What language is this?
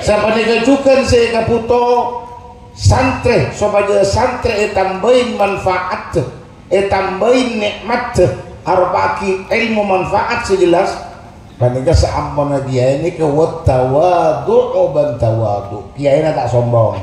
Madurese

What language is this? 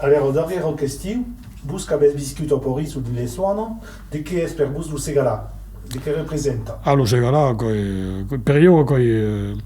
Occitan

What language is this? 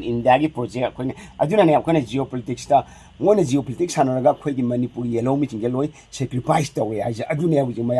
Manipuri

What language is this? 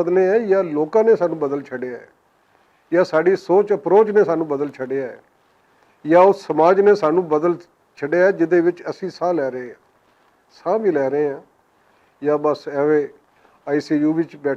Western Panjabi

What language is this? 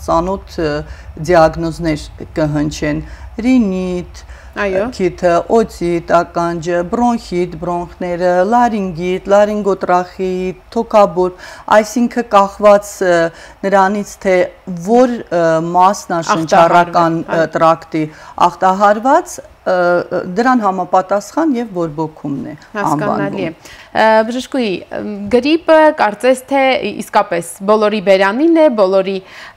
Armenian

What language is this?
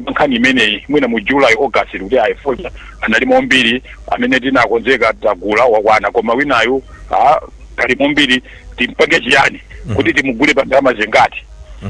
Nyanja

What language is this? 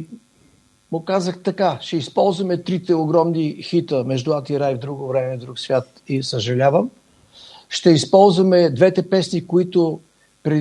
Bulgarian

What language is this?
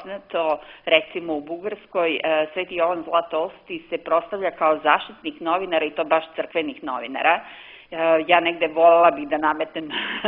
Serbian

